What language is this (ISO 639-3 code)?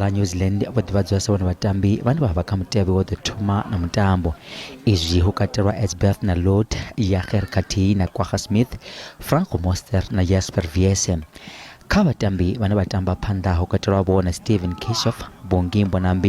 ven